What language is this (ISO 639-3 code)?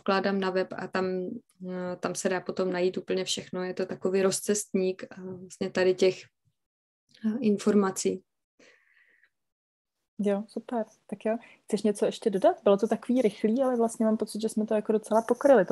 ces